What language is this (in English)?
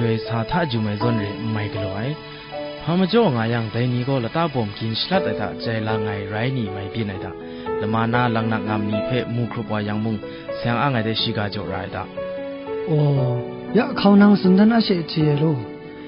Kachin